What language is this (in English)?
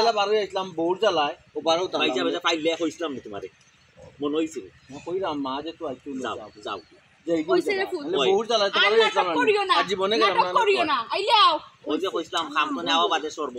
Sylheti